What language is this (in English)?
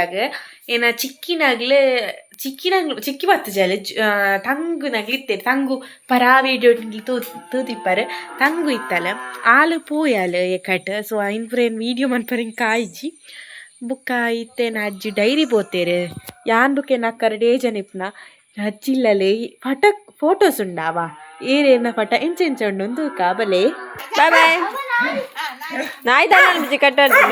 Tulu